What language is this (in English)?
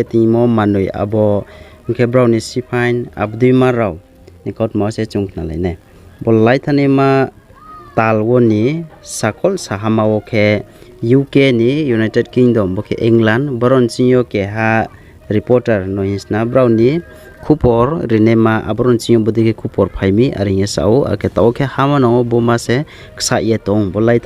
Riang (India)